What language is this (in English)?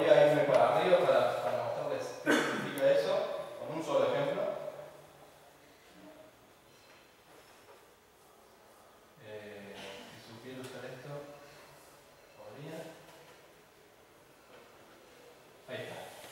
Spanish